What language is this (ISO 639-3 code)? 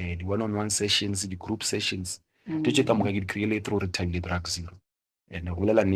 nso